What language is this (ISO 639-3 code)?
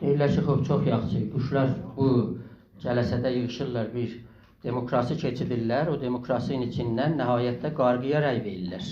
azb